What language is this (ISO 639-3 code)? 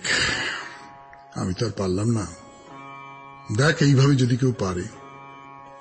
ben